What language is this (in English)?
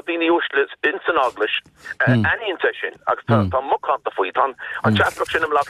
Irish